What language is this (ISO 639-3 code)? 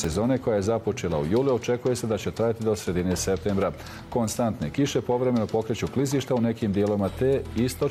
bos